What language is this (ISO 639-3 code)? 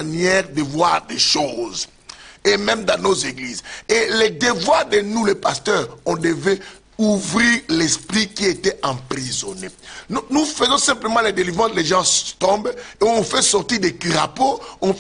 fra